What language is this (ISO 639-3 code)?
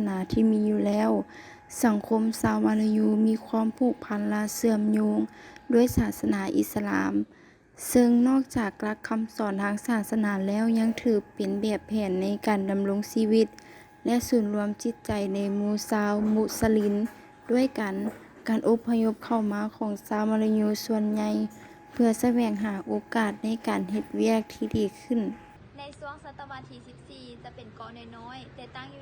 lao